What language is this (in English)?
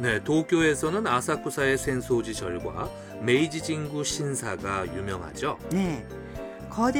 Korean